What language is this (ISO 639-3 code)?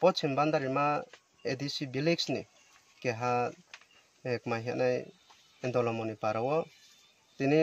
trp